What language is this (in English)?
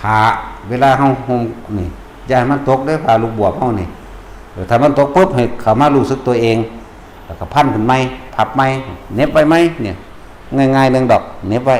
Northeastern Thai